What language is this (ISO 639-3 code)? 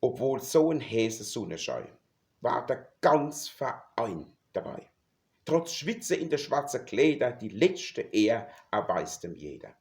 pfl